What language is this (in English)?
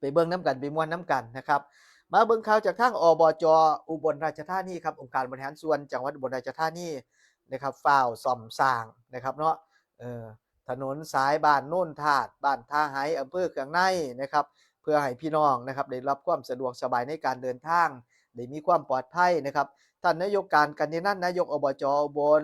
Northeastern Thai